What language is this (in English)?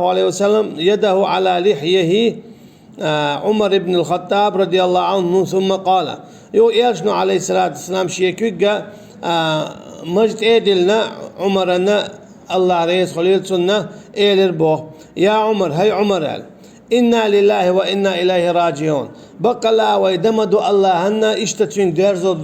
Chechen